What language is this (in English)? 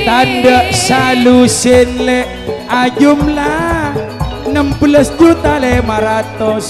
Madurese